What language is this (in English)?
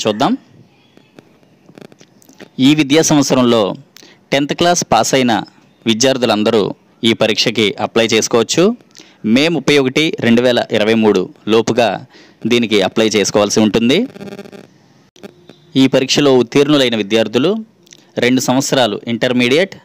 Telugu